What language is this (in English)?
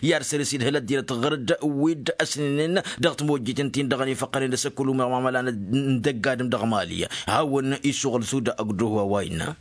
Tamasheq